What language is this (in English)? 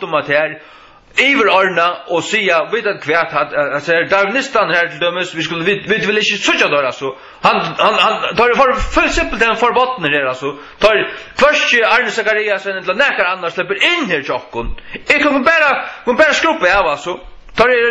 Faroese